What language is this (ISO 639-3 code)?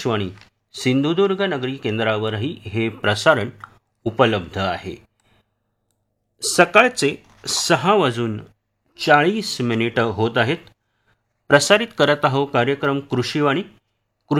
mar